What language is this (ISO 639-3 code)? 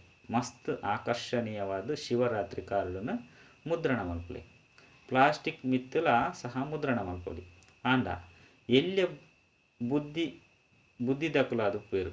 tcy